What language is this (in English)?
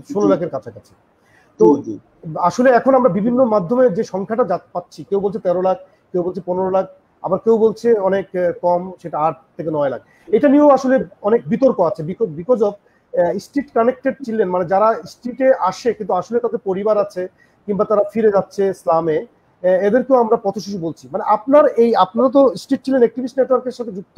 Bangla